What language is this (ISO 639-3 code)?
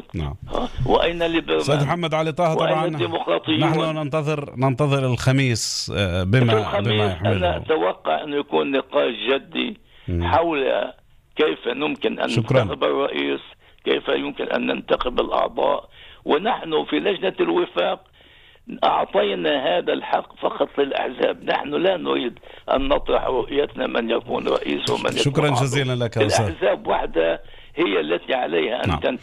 apc